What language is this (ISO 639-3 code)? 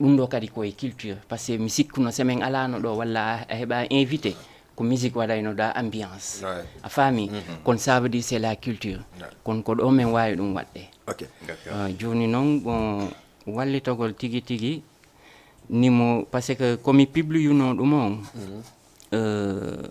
ful